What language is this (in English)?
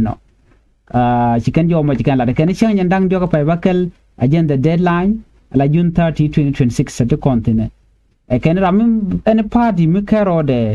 Nuer